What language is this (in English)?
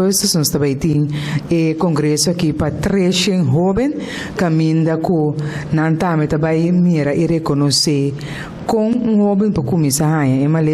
Papiamento